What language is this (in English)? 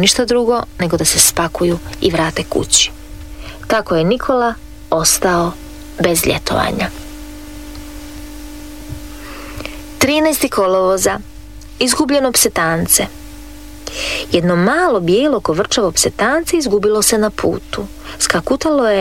Croatian